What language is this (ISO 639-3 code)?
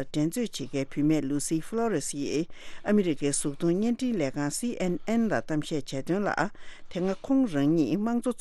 bod